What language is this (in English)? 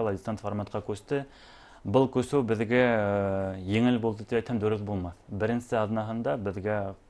Bashkir